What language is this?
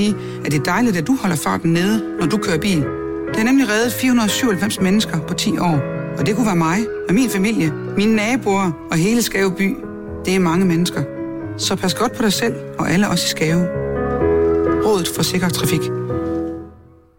Danish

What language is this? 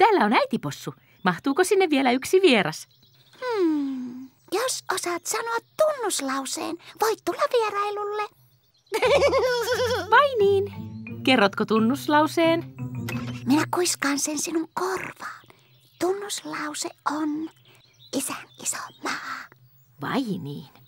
Finnish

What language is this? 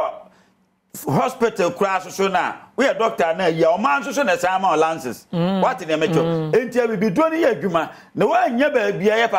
Akan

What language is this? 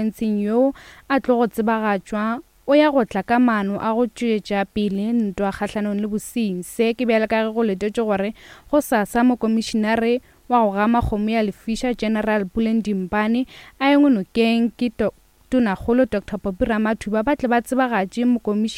Northern Sotho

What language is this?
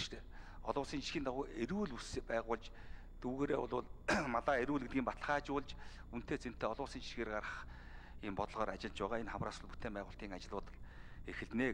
Mongolian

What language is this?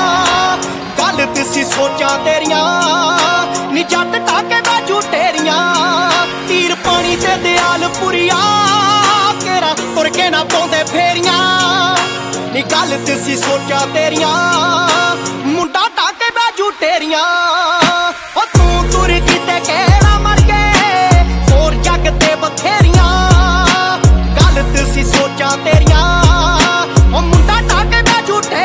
Punjabi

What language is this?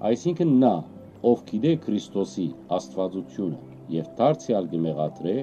Western Armenian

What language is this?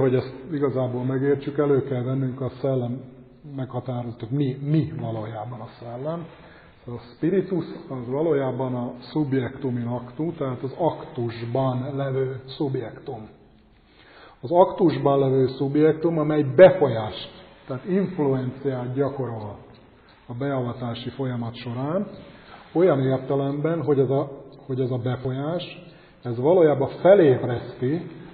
Hungarian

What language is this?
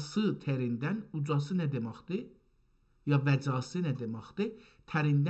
South Azerbaijani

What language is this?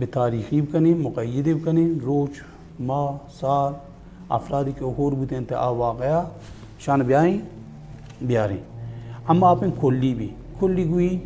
Baluchi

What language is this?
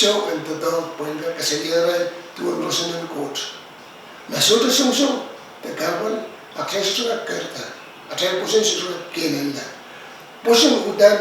Pohnpeian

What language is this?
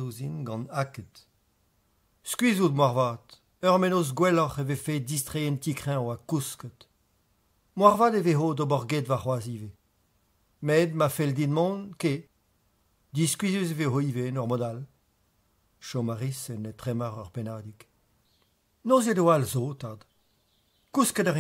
Breton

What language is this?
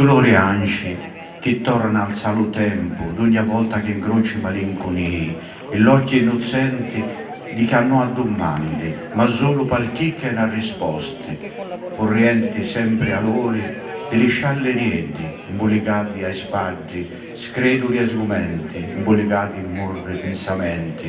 Sardinian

